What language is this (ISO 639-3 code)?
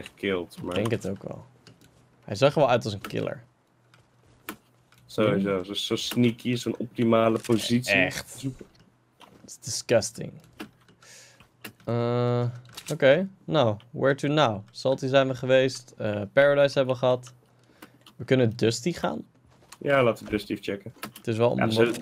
nld